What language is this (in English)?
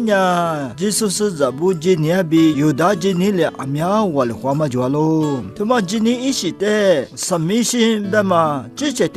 Lisu